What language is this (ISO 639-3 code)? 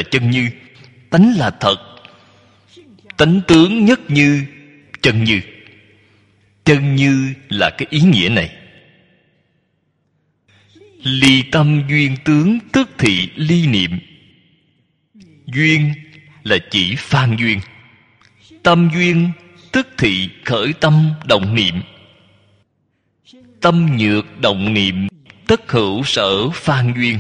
vie